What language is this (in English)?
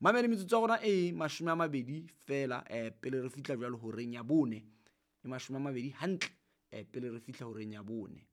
Southern Sotho